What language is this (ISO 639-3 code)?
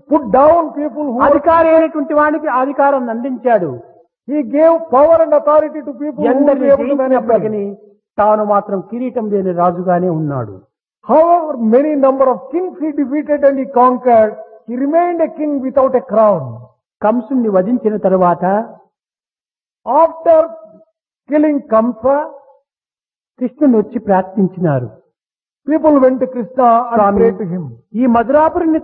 tel